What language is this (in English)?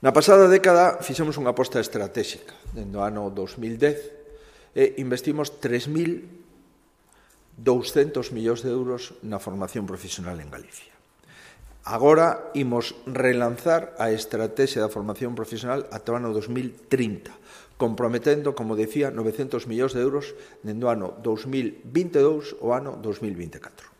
Galician